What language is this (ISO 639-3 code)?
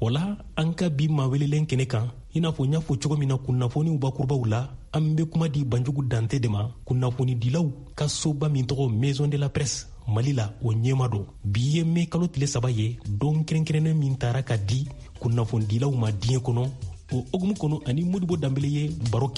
bam